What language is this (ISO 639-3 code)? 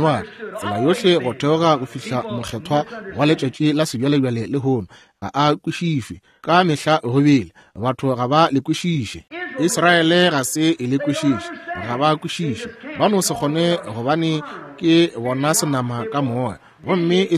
nso